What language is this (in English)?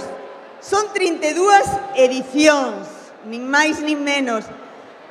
Galician